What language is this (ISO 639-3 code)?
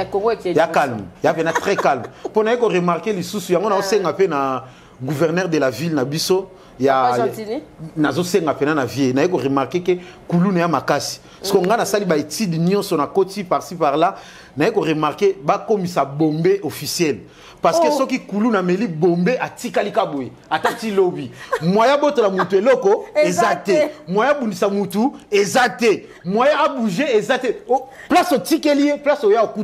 lin